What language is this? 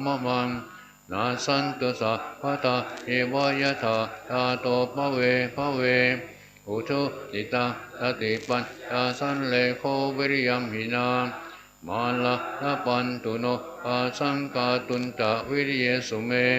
Pali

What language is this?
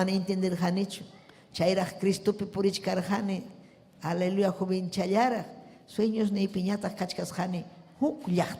Ayacucho Quechua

